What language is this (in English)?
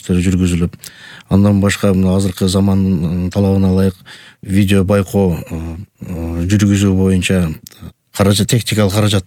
Kyrgyz